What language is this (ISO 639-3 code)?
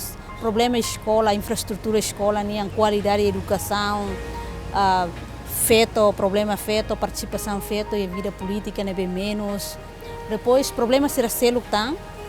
tet